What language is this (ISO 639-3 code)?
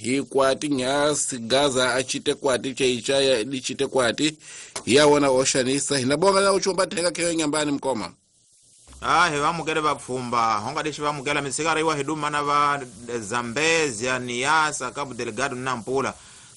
tso